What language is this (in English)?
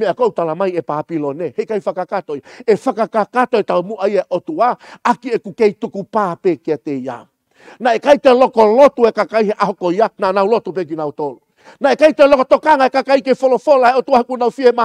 Tongan